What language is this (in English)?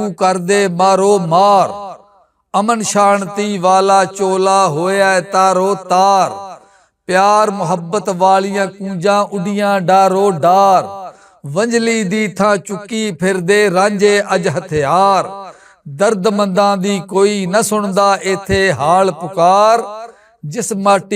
Western Panjabi